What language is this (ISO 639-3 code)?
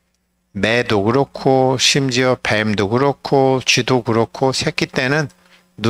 kor